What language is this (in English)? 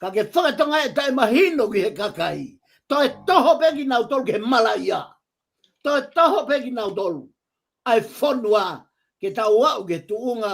Tongan